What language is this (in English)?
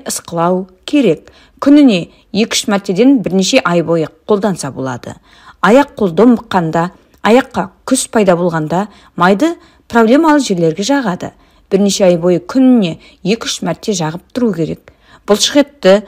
Kazakh